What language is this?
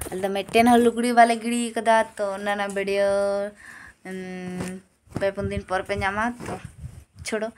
Santali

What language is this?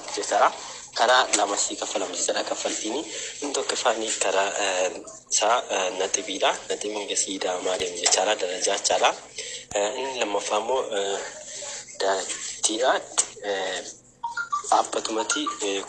Oromo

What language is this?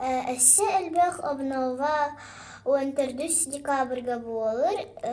Yakut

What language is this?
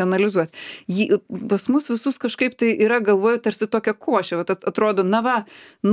Lithuanian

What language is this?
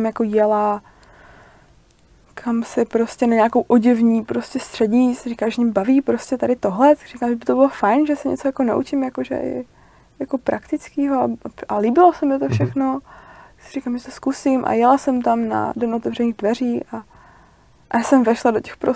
Czech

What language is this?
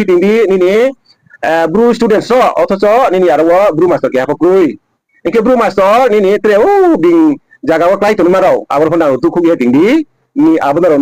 Riang (India)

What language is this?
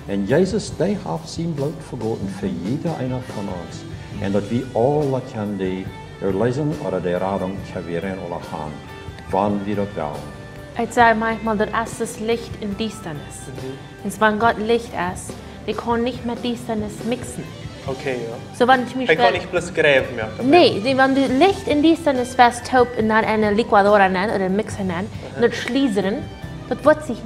Plautdietsch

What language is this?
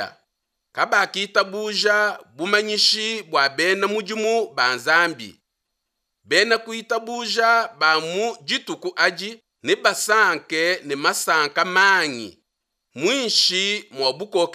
Luba-Lulua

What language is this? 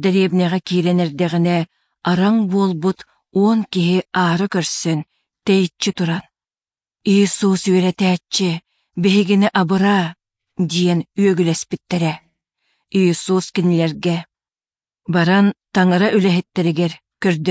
Yakut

